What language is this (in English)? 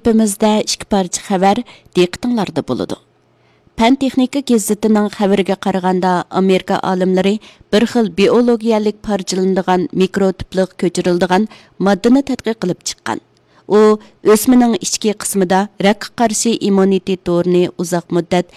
Uyghur